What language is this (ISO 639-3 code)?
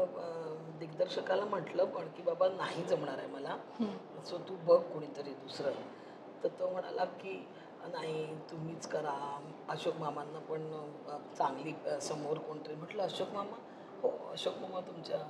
mar